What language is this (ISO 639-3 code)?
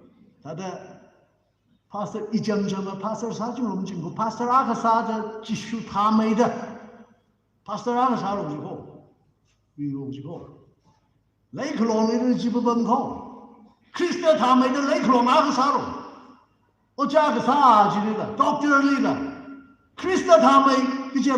nmf